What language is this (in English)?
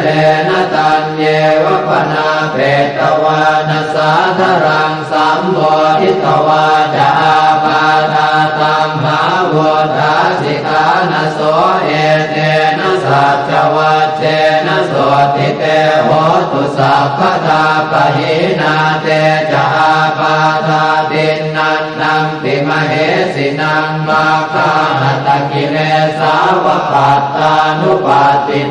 Pali